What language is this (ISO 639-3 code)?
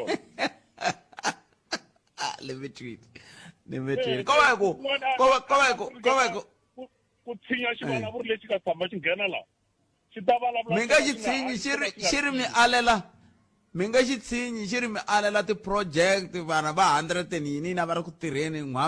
tso